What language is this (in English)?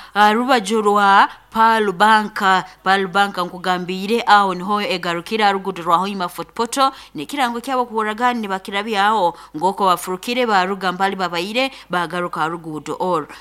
Nyoro